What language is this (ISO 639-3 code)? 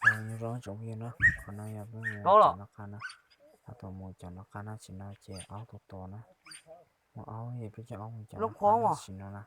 hmn